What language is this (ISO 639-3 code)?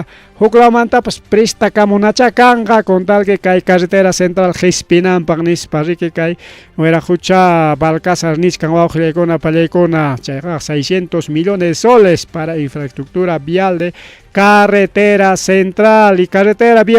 quy